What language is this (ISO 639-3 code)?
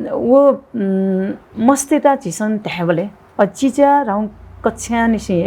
new